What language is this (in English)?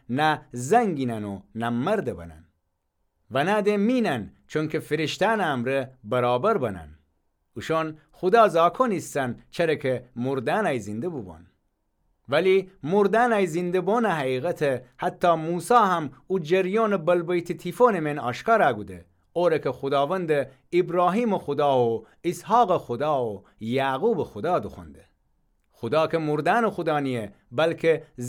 Gilaki